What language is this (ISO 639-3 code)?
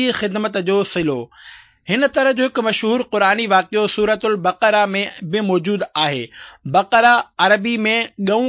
snd